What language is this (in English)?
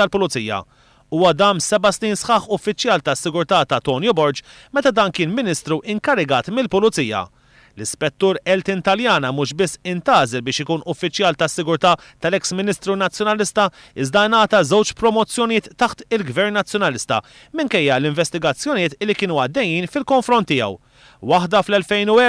Maltese